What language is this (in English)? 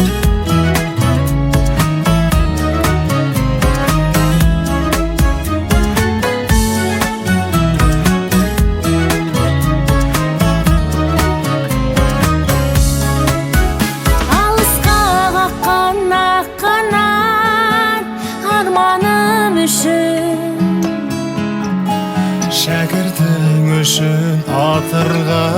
Kazakh